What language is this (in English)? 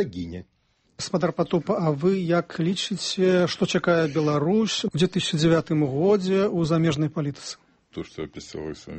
Belarusian